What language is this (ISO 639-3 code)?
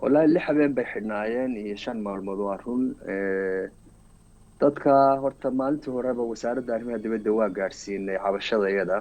som